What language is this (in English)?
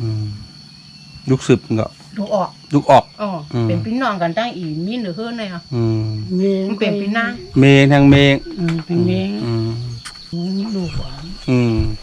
Shan